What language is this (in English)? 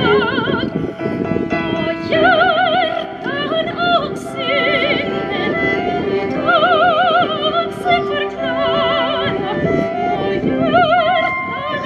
Swedish